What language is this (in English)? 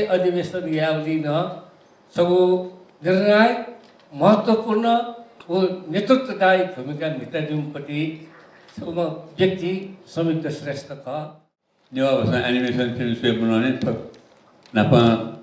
Newari